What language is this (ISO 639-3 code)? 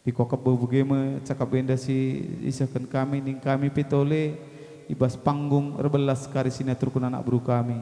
btx